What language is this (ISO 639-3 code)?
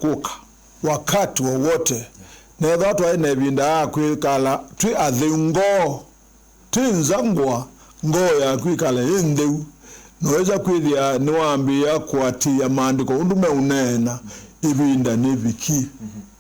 kam